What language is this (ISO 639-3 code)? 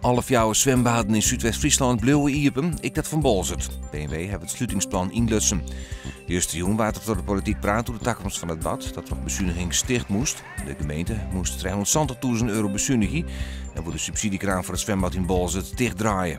fry